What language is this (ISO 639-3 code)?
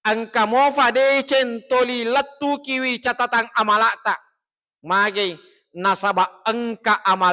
bug